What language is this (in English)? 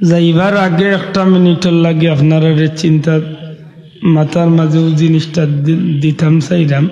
Sylheti